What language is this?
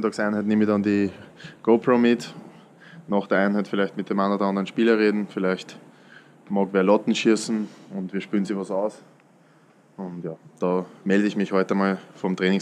German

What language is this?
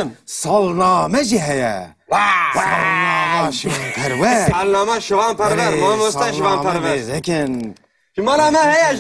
Kurdish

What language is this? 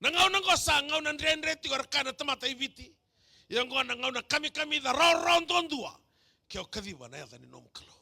Fijian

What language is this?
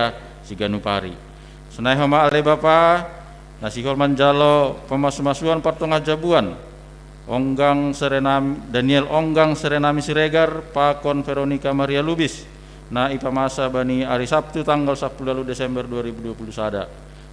Batak Simalungun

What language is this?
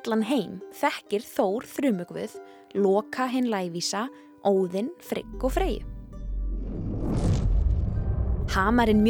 Icelandic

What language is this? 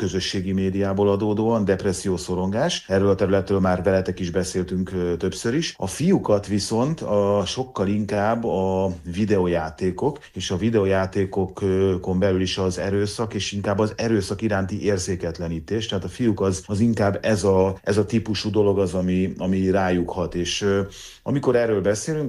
Hungarian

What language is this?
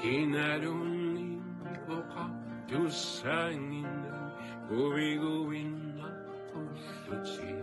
Kalaallisut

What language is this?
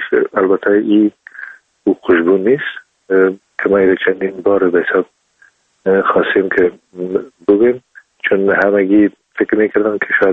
Persian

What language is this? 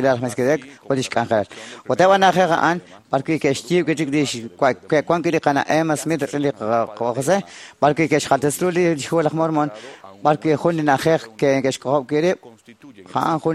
Kekchí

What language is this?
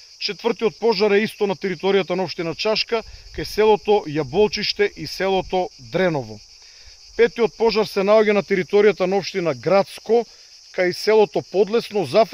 Macedonian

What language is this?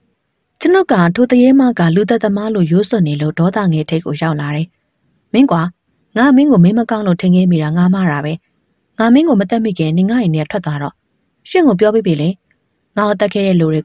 Burmese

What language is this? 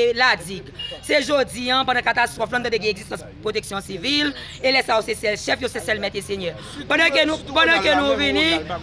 Haitian Creole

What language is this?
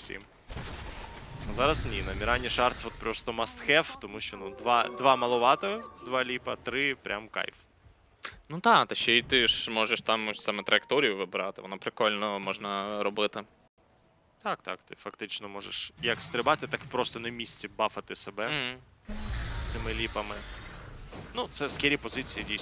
Ukrainian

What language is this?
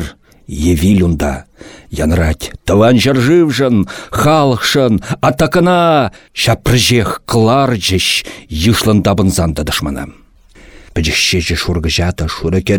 Chuvash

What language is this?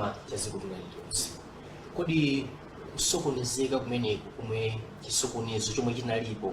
Nyanja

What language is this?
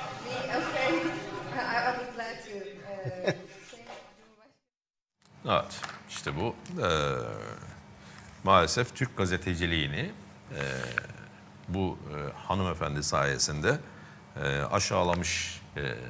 Turkish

